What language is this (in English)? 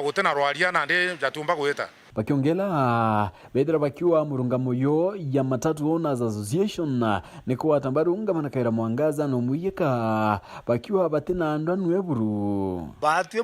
Meru